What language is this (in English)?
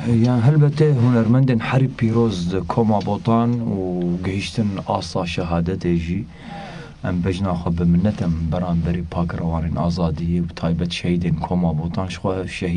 Kurdish